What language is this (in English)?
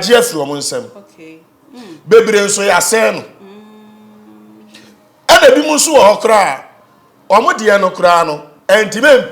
Akan